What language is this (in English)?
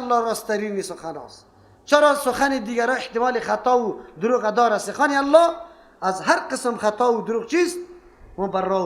Persian